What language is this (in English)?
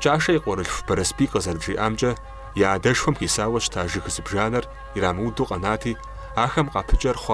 Kabardian